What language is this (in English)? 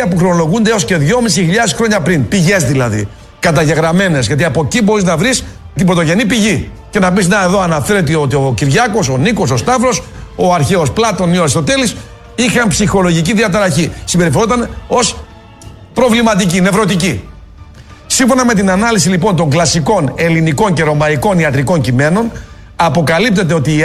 Greek